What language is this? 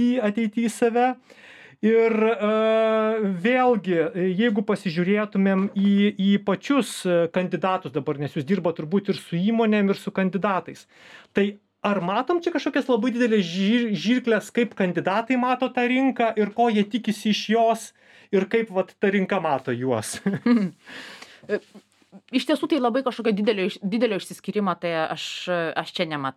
Lithuanian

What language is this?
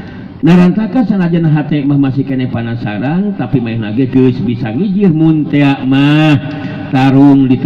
Sundanese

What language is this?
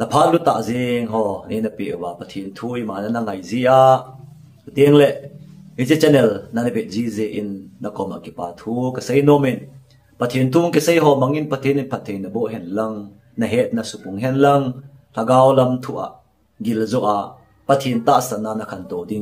Thado Chin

